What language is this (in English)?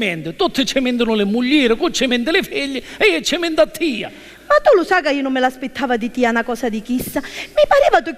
Sicilian